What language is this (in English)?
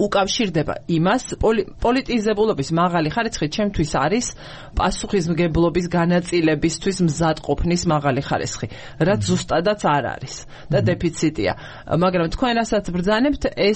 Georgian